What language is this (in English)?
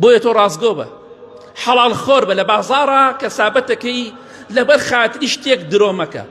Central Kurdish